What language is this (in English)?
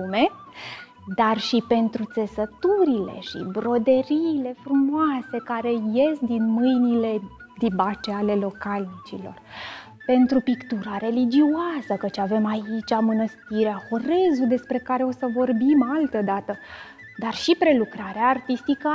Romanian